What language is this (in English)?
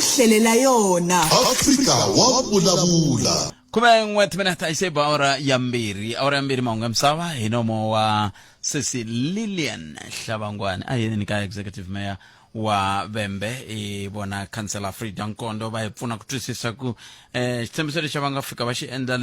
Tsonga